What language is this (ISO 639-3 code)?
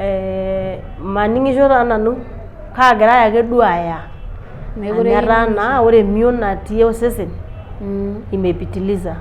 mas